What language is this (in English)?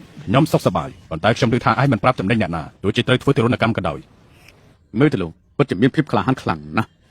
Khmer